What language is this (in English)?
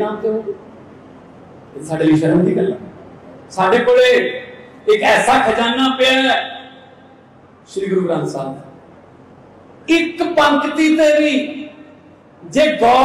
Punjabi